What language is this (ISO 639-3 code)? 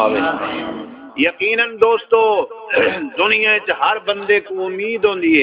skr